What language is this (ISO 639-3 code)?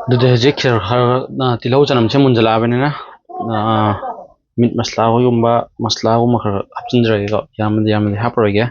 mni